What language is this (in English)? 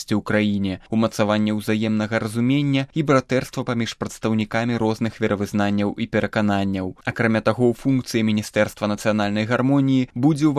Belarusian